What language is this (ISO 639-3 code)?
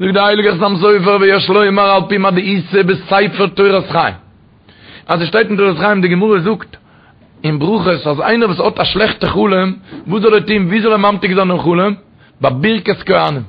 yid